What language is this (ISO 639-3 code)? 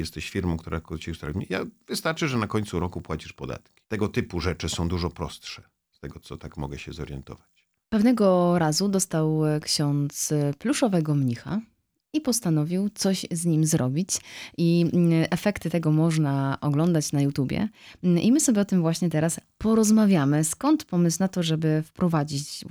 pol